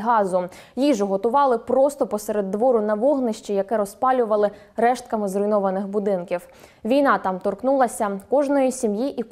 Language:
Ukrainian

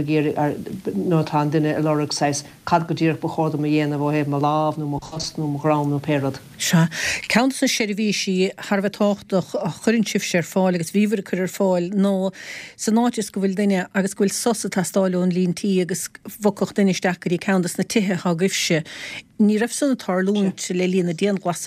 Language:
Irish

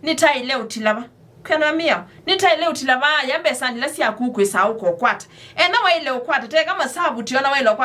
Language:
Kamba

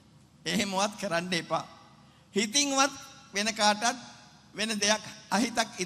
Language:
Sinhala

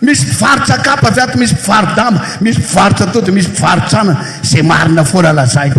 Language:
Malagasy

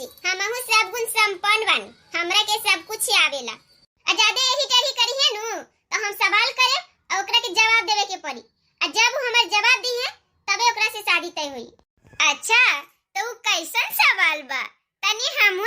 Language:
Bhojpuri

